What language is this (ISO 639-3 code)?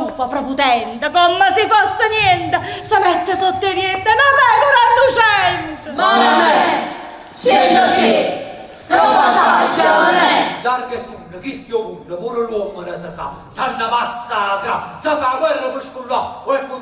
nap